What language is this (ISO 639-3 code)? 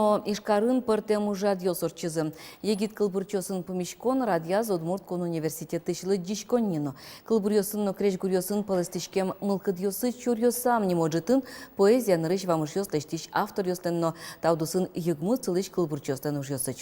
udm